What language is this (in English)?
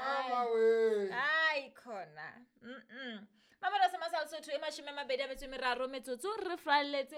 Southern Sotho